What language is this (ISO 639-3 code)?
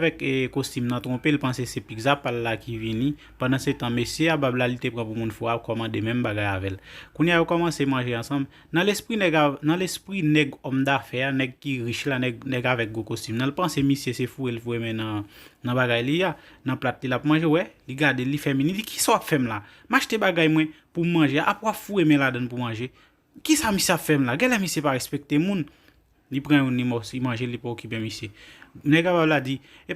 hat